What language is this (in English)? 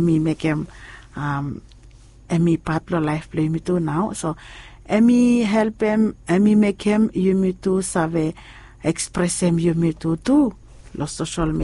Bislama